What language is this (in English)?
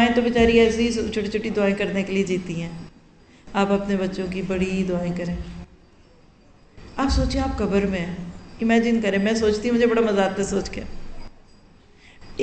Urdu